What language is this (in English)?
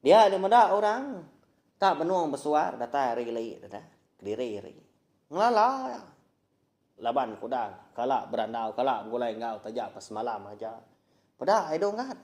Iban